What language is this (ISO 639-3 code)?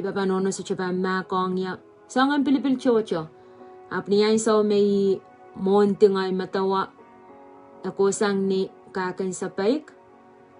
pon